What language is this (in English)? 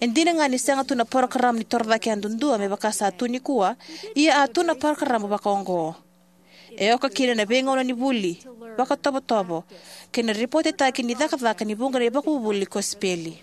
Fijian